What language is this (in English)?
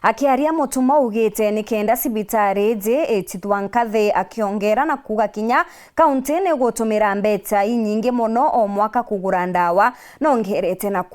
Meru